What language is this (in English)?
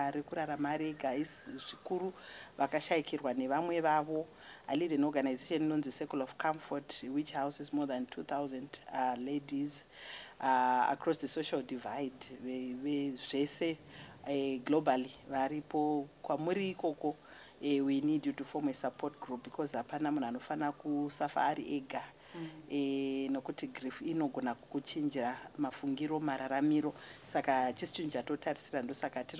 Shona